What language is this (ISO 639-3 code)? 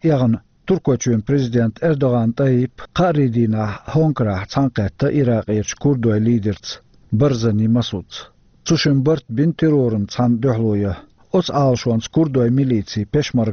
che